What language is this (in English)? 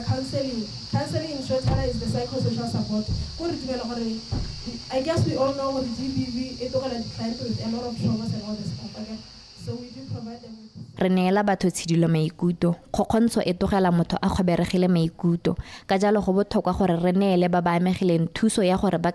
Tswana